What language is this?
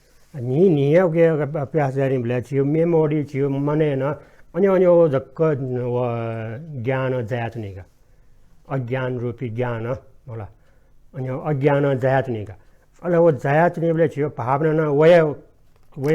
Newari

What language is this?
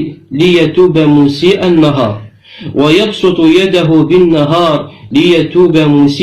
Kabyle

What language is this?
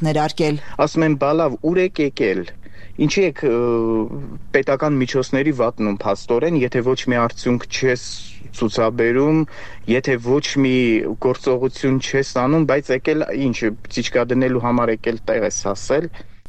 Armenian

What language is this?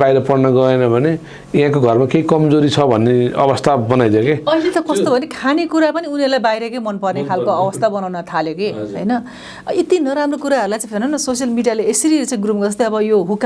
Nepali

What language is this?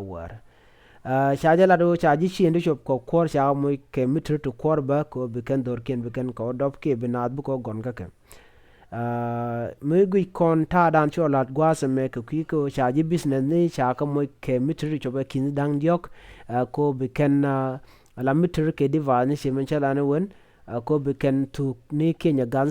Nuer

